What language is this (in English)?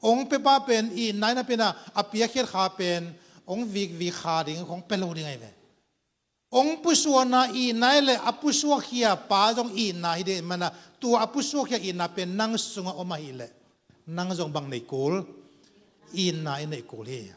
Tedim Chin